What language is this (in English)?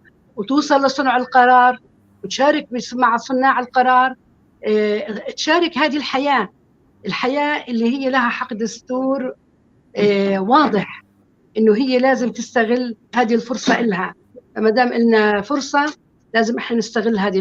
North Levantine Arabic